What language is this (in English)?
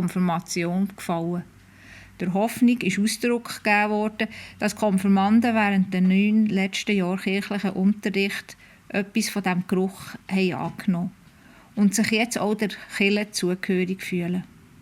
Swiss German